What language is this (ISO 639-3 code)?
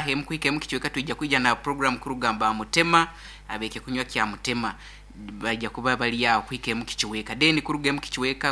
nyo